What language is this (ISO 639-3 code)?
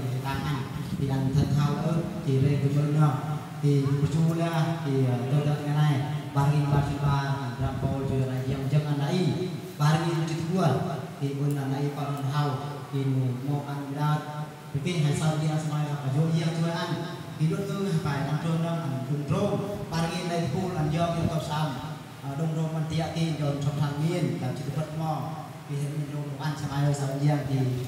bru